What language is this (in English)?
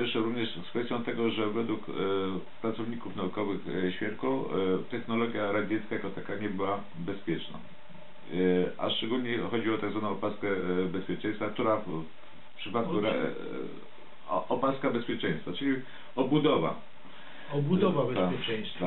Polish